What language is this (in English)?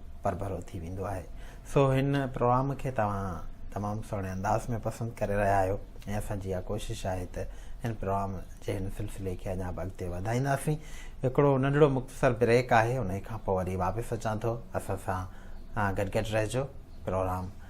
Sindhi